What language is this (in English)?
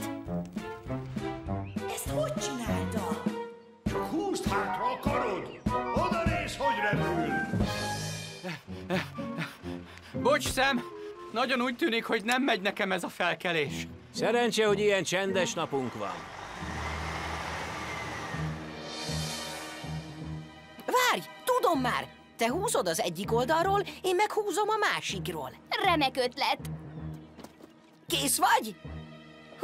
Hungarian